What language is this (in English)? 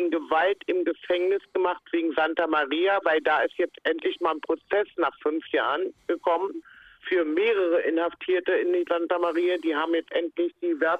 German